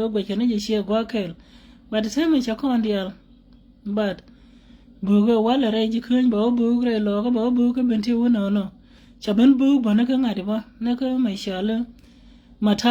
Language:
Nuer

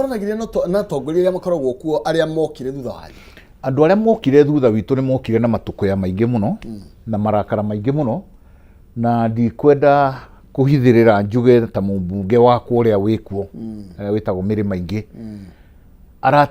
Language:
Kikuyu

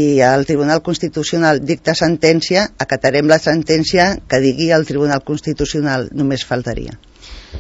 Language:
Catalan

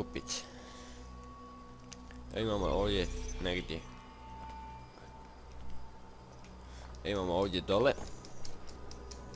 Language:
Croatian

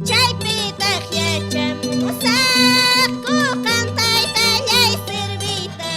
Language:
Quechua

